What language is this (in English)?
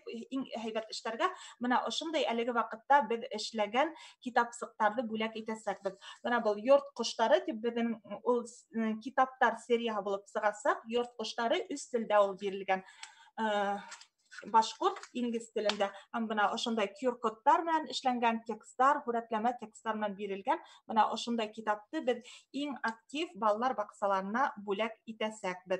Bashkir